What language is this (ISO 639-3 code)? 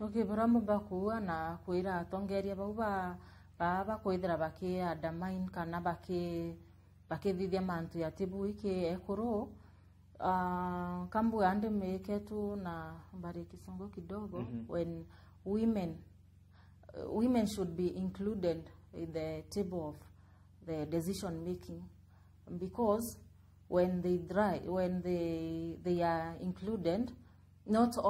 mer